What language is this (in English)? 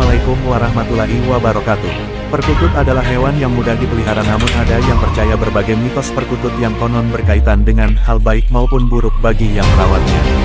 Indonesian